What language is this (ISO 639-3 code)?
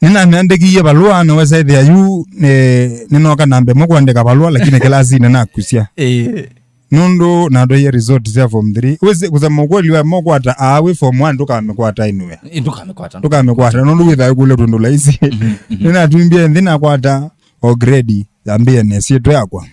kam